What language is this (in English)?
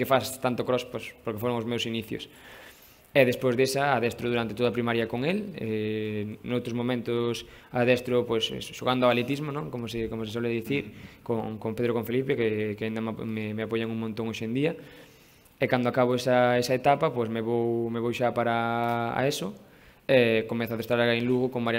Galician